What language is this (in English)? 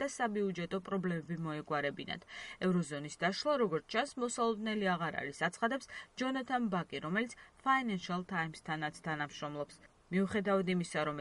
Georgian